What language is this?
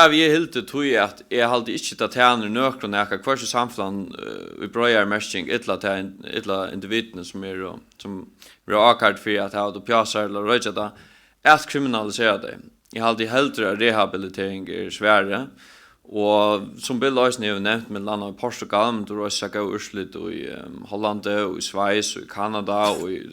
Faroese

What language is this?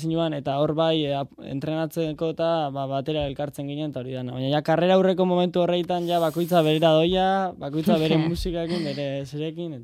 Basque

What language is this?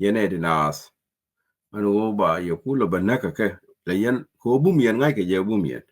Nuer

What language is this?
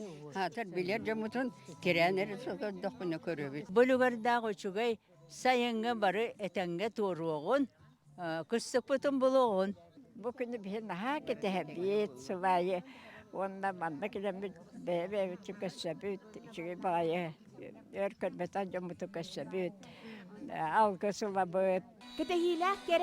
Yakut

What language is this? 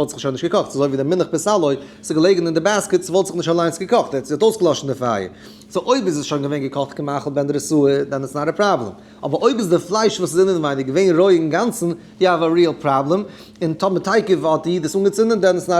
Yiddish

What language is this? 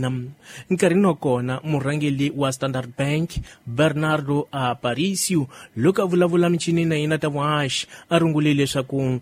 Tsonga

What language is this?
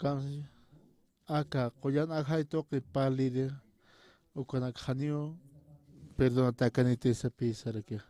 Aymara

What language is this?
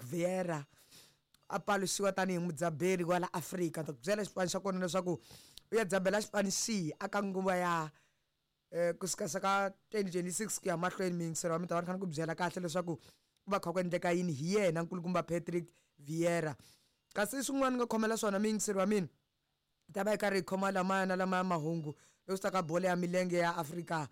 Tsonga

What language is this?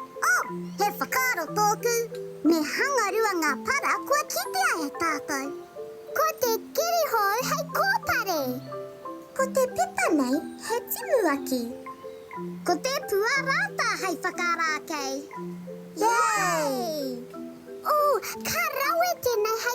Māori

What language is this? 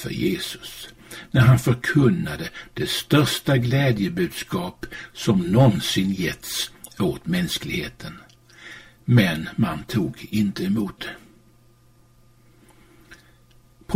Swedish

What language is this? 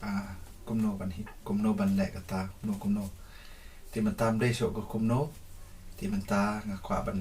Khasi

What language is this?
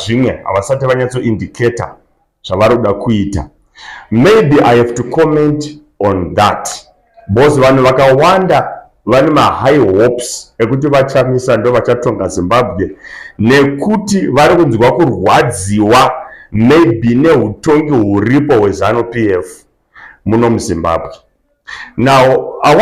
Shona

